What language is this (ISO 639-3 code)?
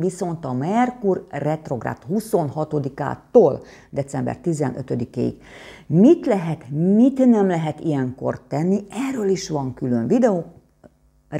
hun